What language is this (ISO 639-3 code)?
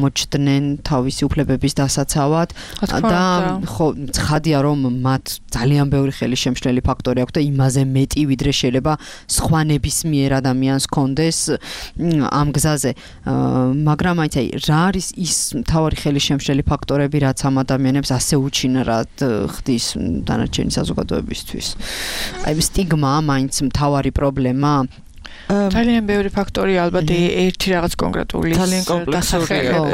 kat